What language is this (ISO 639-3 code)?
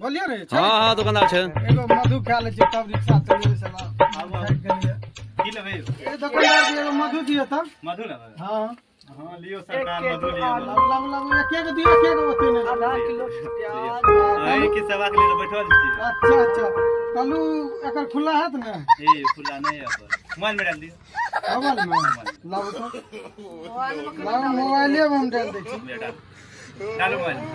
mai